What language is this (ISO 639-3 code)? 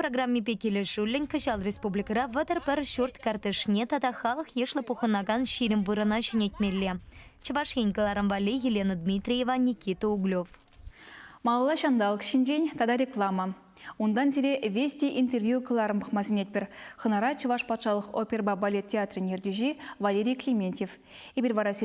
chv